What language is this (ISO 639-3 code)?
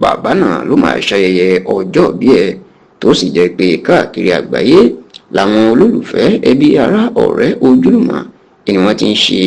yor